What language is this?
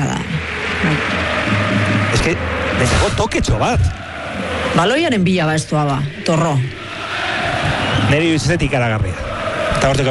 Basque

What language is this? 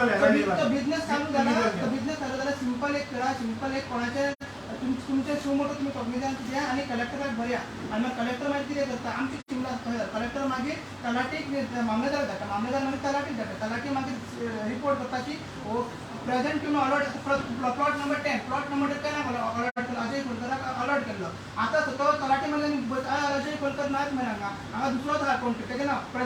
Konkani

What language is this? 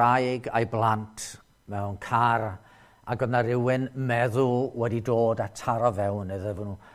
Welsh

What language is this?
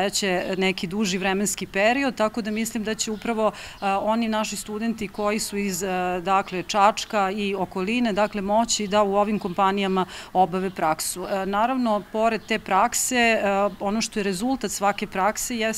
Serbian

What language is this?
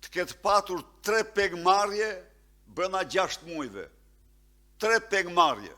Albanian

